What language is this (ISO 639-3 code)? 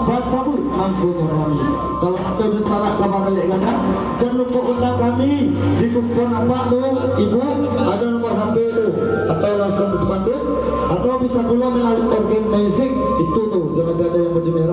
min